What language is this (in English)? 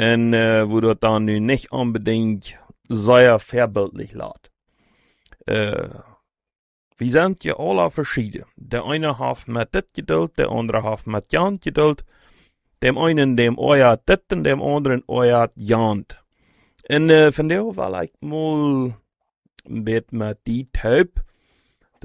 German